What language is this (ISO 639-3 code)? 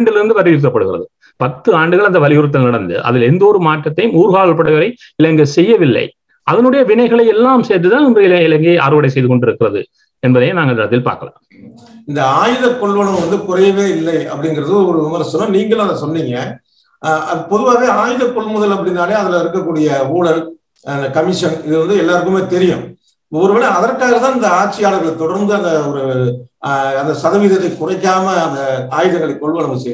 tam